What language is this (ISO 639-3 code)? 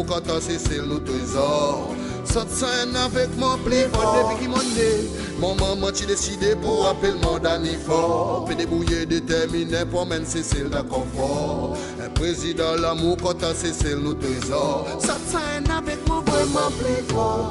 crs